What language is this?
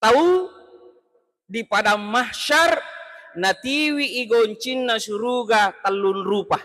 Buginese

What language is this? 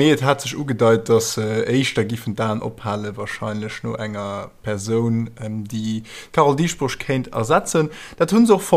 Luxembourgish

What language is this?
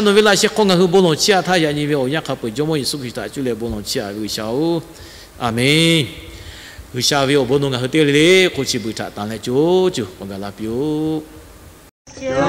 Lahu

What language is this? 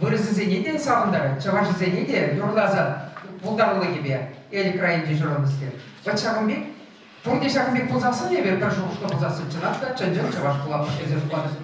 Chuvash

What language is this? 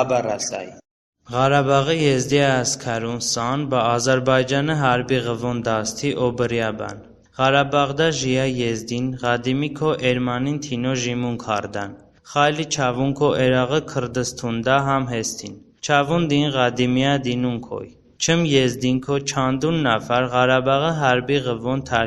Talysh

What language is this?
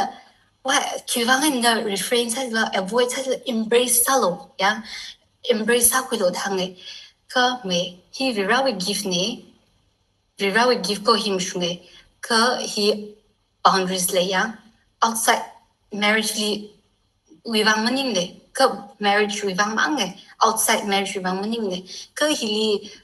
Tangkhul Naga (India)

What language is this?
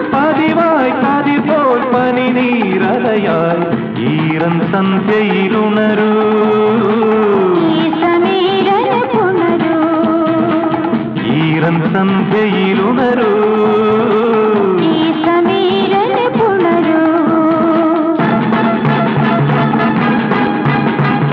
Malayalam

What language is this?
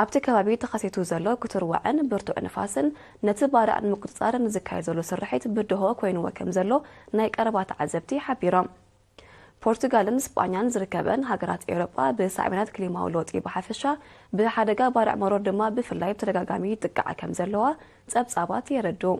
Tigrinya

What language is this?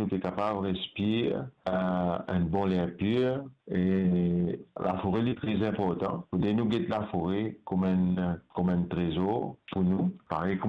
Morisyen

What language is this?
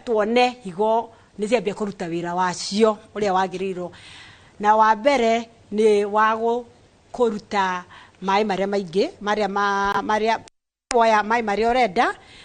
Kikuyu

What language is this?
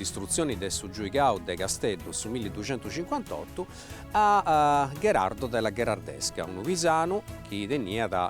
Sardinian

